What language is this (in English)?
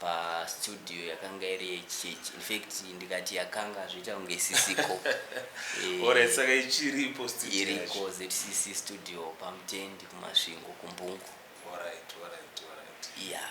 Shona